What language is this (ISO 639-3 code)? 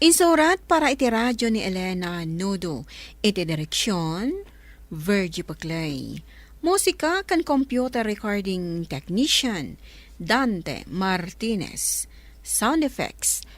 ilo